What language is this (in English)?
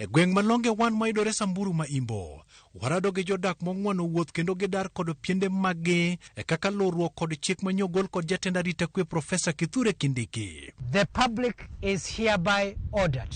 Luo (Kenya and Tanzania)